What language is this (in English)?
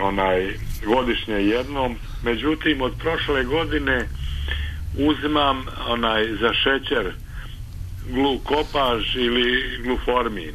Serbian